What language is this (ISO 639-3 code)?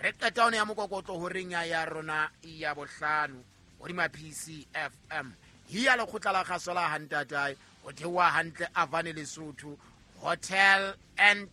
sot